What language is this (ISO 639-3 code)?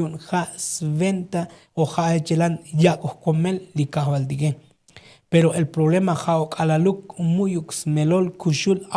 tzo